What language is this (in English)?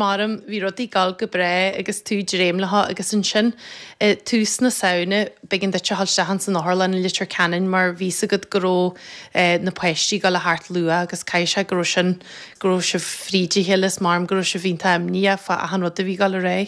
Irish